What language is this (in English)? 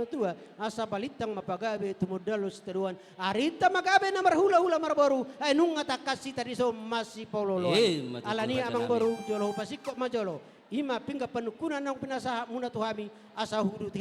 Batak Toba